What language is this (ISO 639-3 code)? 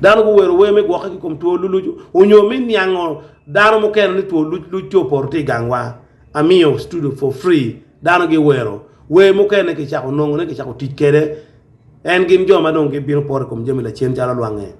ach